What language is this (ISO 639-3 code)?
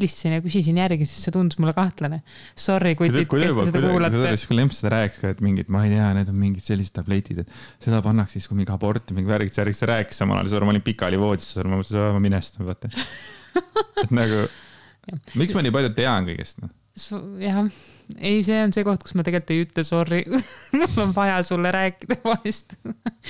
est